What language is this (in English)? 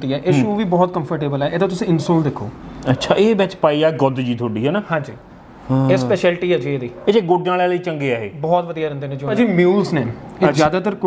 Punjabi